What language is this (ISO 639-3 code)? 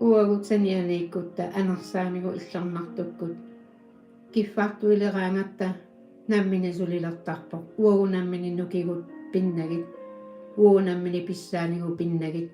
kal